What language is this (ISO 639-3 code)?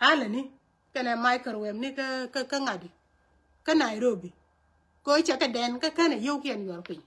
nus